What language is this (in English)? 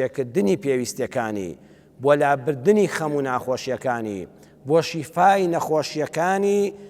Central Kurdish